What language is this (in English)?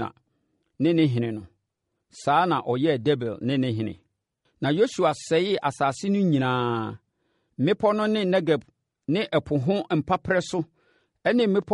Akan